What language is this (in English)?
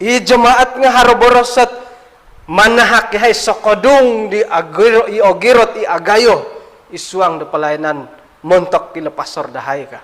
Central Dusun